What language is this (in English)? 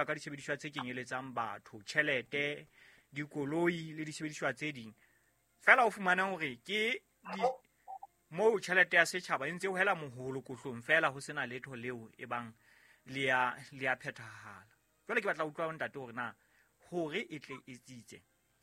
Southern Sotho